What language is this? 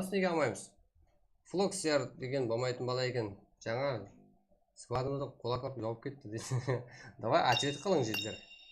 Kara-Kalpak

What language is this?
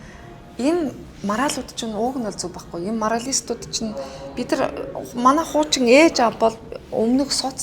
Mongolian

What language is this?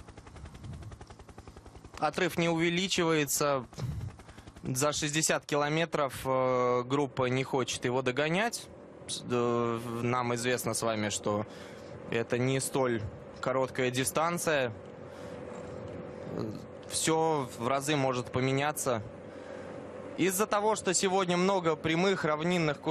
Russian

